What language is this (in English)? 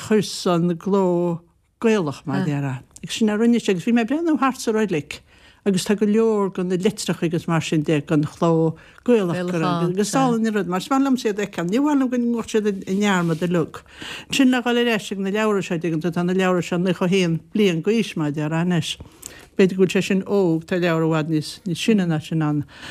Irish